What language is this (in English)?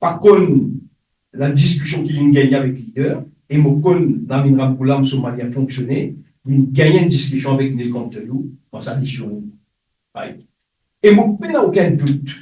Morisyen